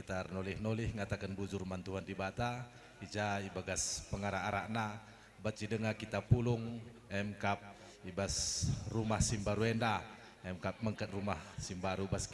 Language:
Batak Karo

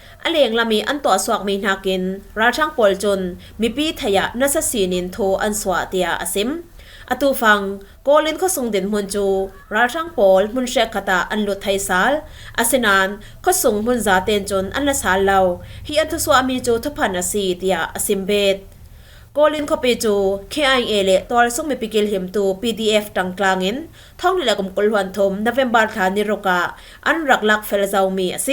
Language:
Falam Chin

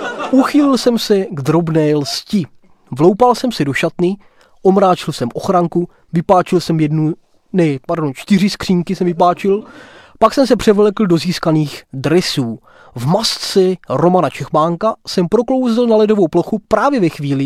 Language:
Czech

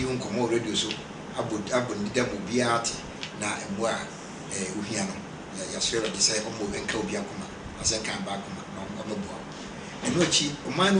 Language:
Akan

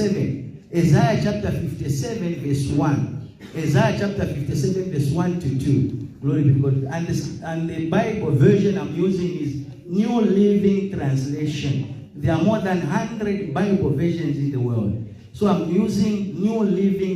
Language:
Tswana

